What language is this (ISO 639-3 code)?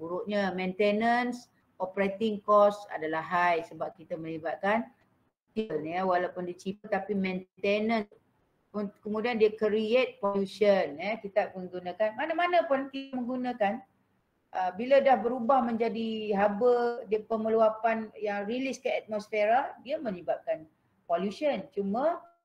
msa